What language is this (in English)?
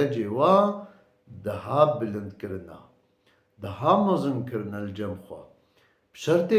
Kurdish